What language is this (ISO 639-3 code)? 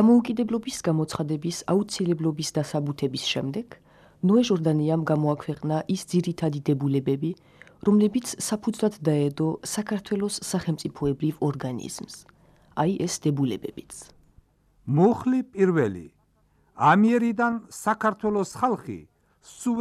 kat